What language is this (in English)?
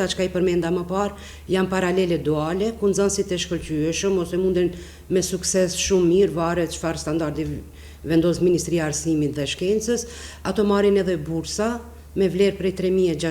Albanian